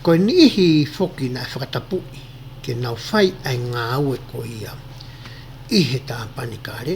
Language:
Tongan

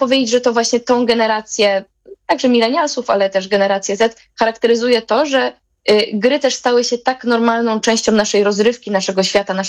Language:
Polish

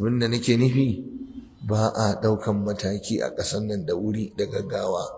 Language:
Hausa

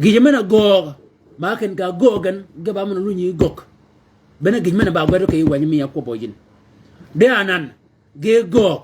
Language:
Shilluk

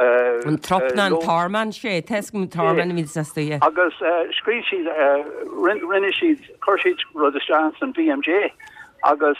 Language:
Irish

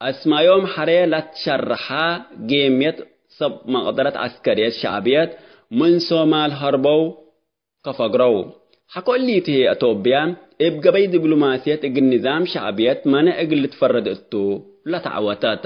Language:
Tigre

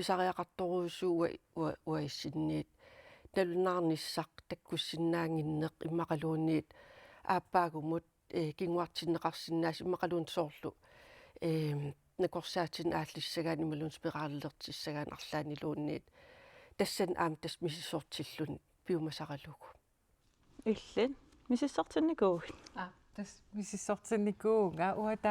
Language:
Kalaallisut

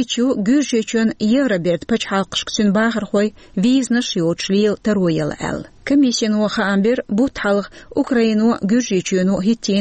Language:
Chechen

